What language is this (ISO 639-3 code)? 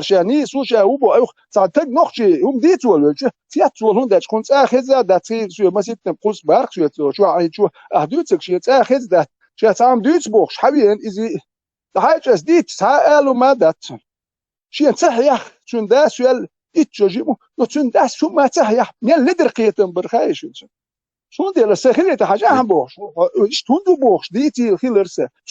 che